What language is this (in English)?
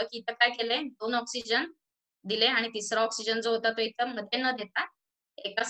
Marathi